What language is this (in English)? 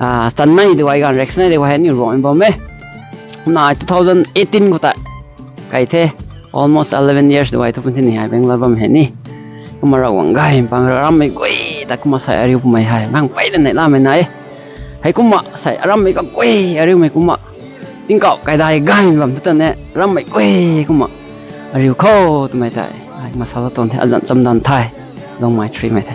Rongmei Naga